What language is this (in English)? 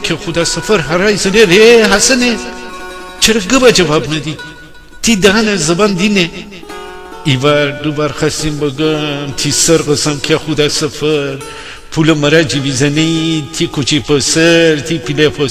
Gilaki